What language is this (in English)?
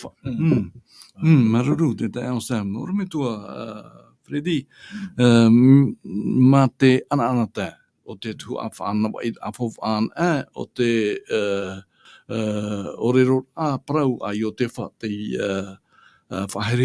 Tahitian